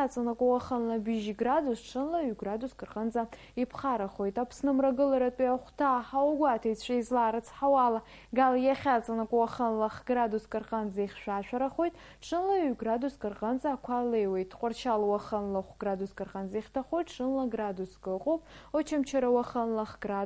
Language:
Abkhazian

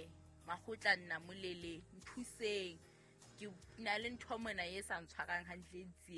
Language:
Southern Sotho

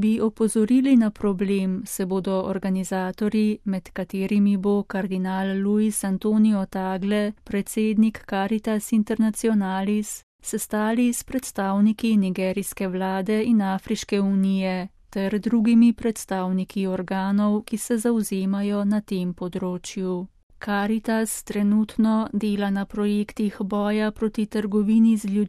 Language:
Slovenian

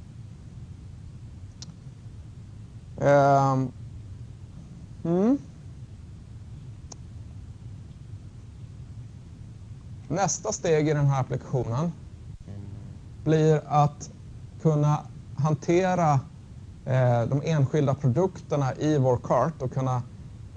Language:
Swedish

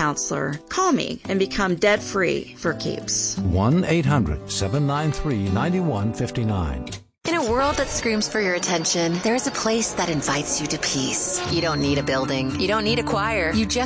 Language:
English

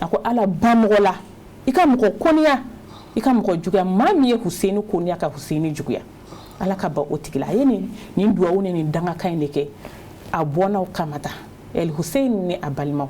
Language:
Bambara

